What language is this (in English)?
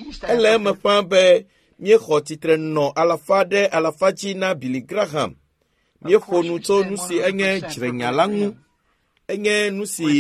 Ewe